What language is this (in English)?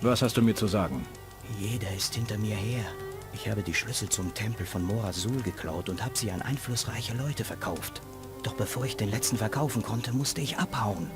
Bavarian